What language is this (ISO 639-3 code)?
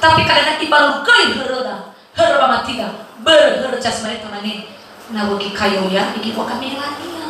nia